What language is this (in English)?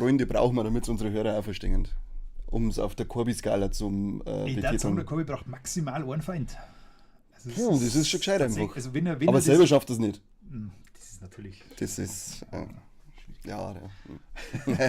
Bavarian